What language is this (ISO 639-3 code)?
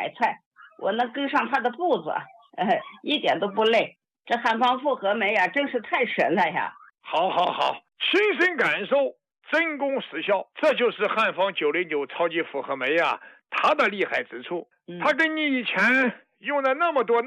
zho